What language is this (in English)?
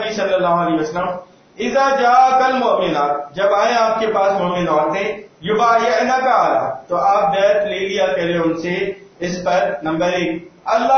Urdu